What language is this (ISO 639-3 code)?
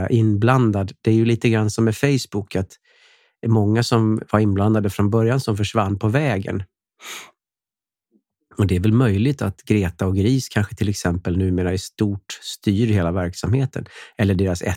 swe